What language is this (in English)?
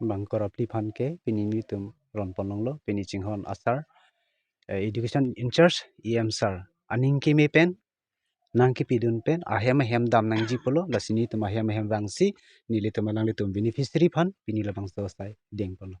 Karbi